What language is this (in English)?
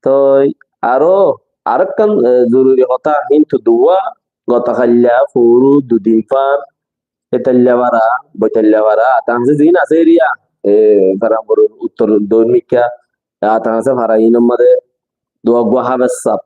Rohingya